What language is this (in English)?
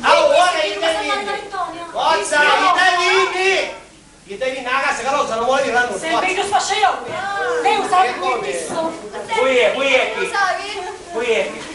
Sicilian